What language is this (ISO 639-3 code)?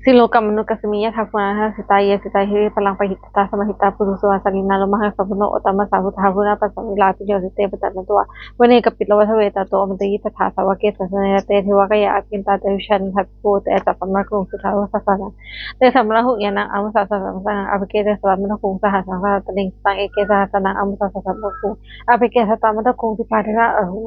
pli